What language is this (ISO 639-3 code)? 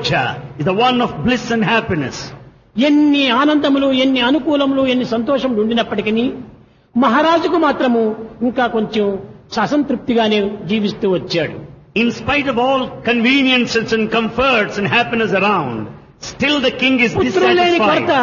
tel